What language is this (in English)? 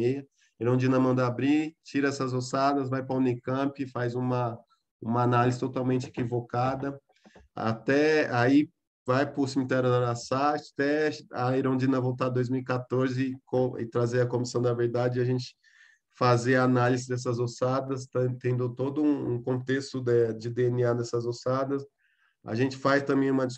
Portuguese